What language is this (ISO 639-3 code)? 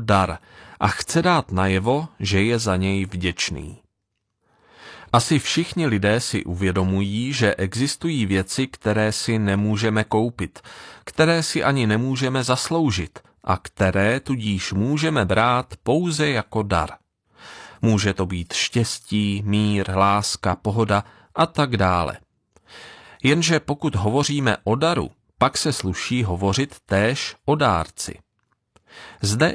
ces